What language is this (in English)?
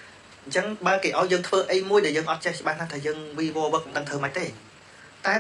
Khmer